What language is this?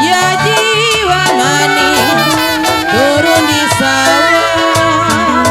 Betawi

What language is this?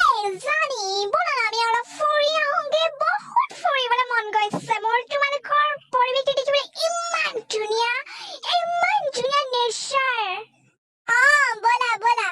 Assamese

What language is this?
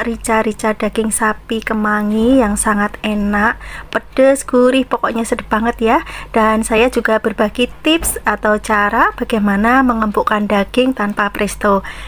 Indonesian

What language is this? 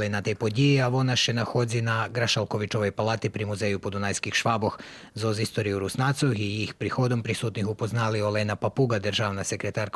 Rusyn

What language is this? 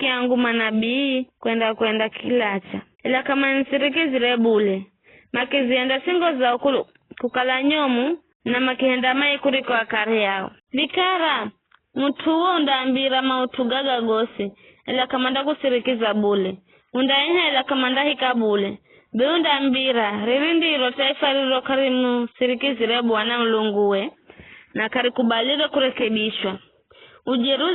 Giryama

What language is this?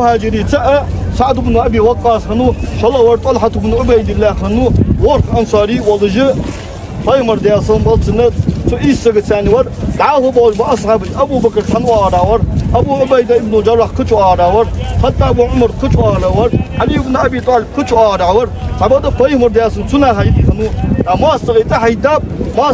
Ingush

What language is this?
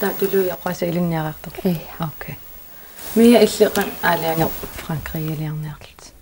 Kalaallisut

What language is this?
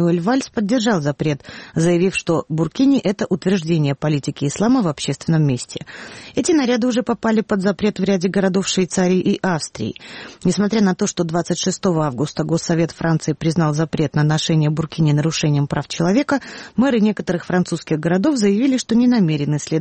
Russian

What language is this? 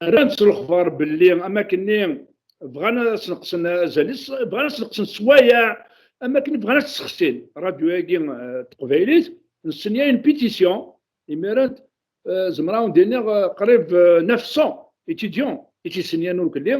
Kabyle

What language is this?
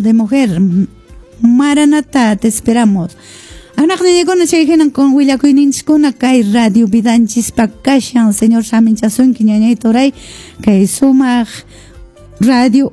Quechua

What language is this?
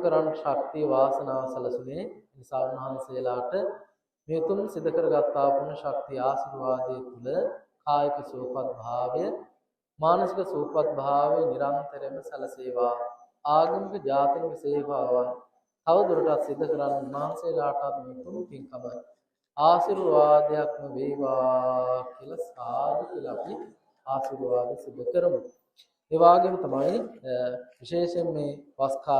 Sinhala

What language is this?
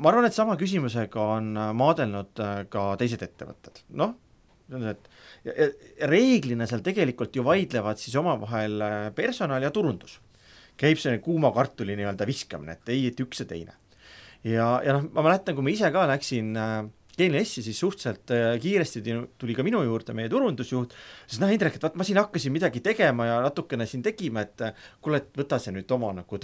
Estonian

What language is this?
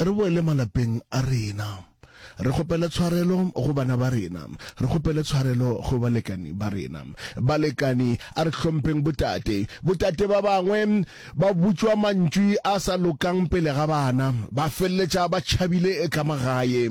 Northern Sotho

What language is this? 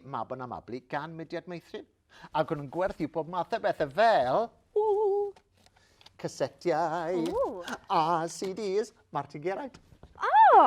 Welsh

